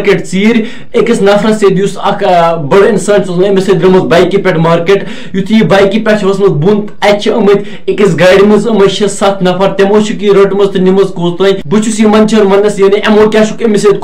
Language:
Kashmiri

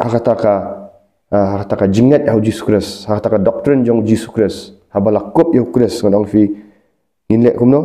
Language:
Khasi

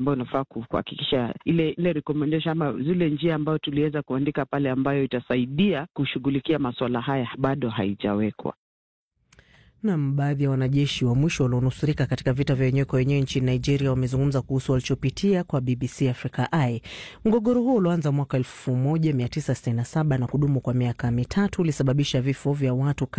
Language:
Swahili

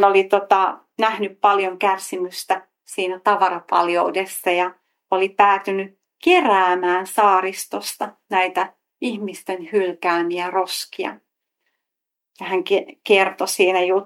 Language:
Finnish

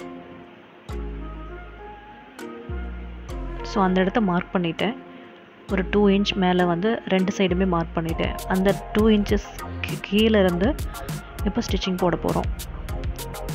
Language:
Tamil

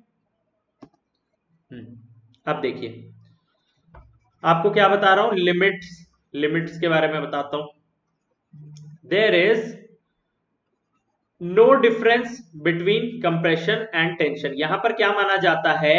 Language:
Hindi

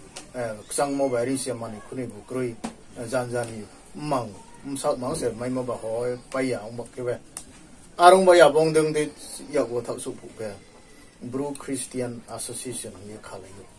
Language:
Riang (India)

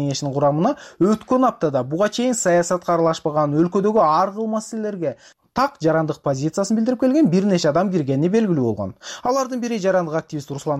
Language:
Kyrgyz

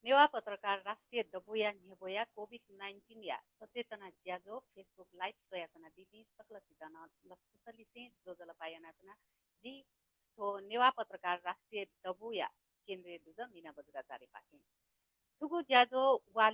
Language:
Newari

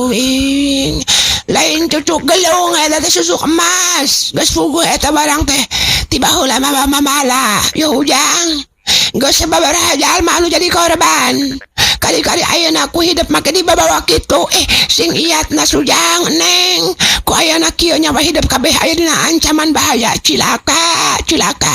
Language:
Sundanese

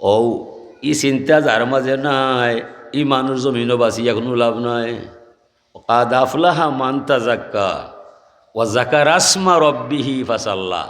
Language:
Sylheti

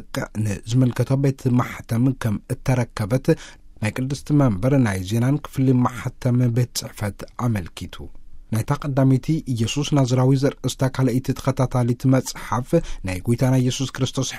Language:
Tigrinya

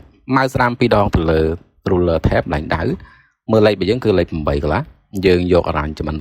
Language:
Khmer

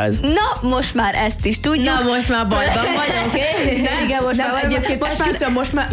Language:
Hungarian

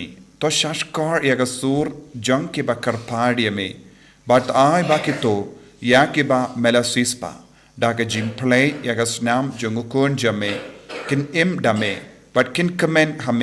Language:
Khasi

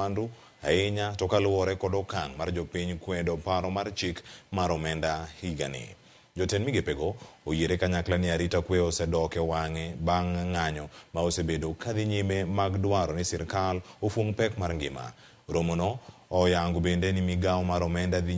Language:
Luo (Kenya and Tanzania)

